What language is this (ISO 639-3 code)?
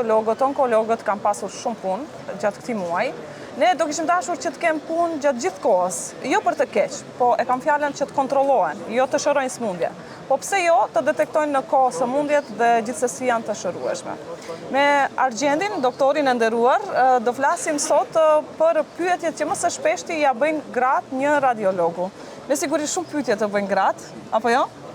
sqi